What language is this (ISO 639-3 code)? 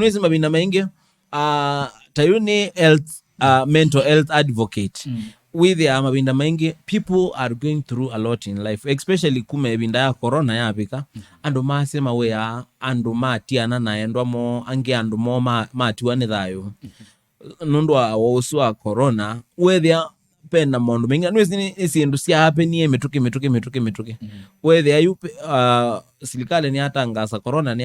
kam